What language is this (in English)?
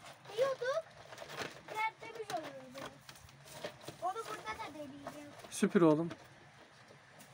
Turkish